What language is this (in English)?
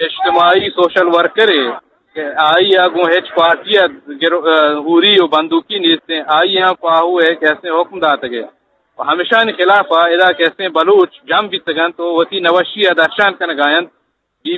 Eastern Balochi